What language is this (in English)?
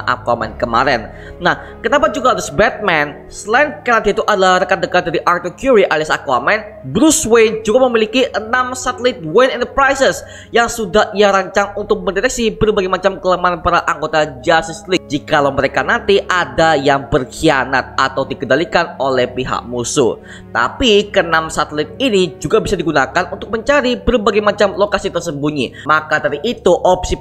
Indonesian